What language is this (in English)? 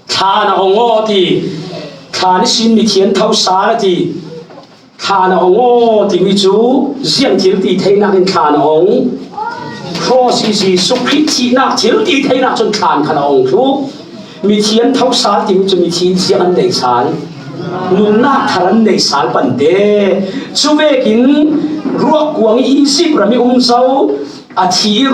Falam Chin